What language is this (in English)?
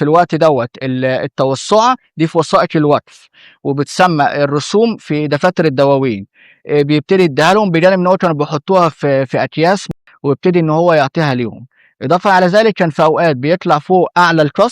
Egyptian Arabic